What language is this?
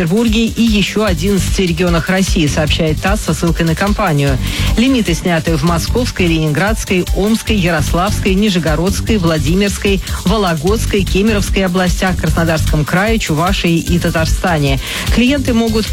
Russian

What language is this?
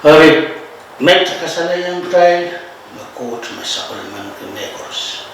Pohnpeian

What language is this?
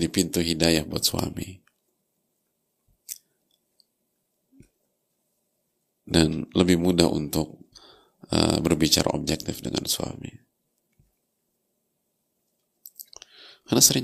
Indonesian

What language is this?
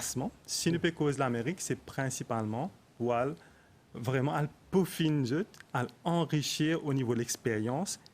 Morisyen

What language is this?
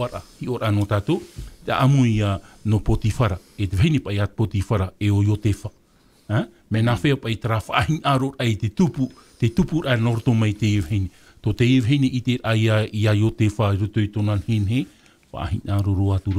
Tahitian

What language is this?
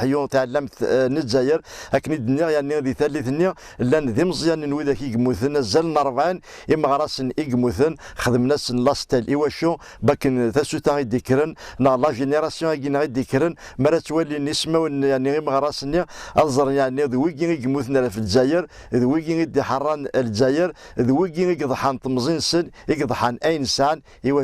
Kabyle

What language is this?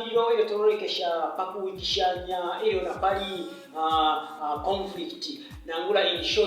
Bemba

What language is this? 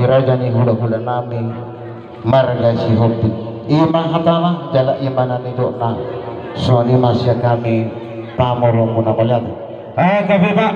Batak Toba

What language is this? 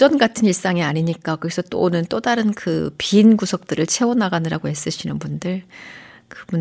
Korean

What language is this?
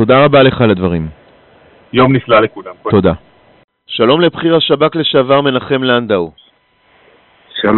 Hebrew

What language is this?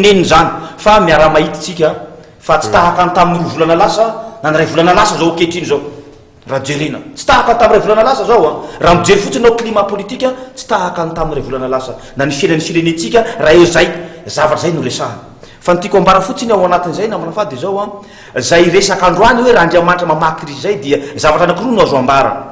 Malagasy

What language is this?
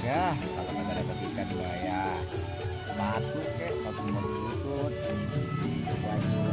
Betawi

